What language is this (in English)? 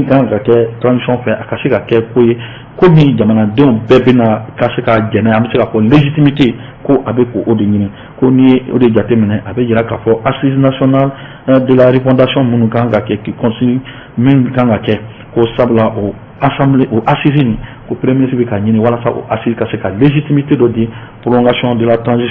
Bambara